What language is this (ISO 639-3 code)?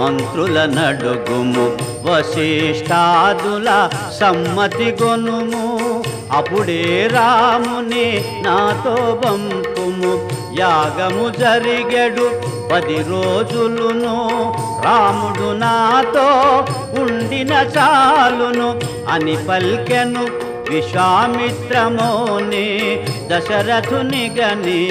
tel